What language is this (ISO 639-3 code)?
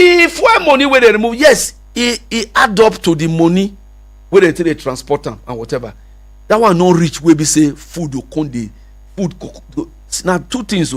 pcm